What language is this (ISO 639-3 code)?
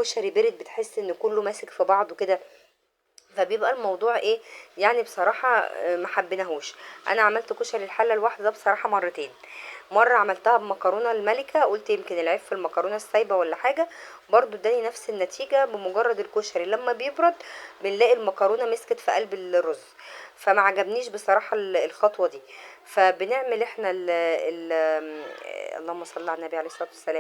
arz